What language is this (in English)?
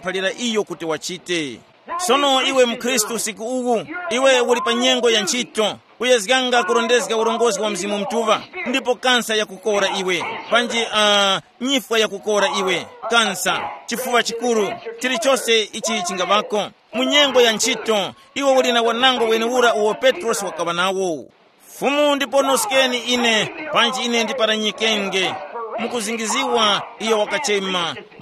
Tumbuka